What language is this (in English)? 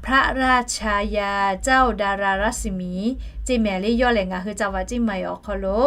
Lahu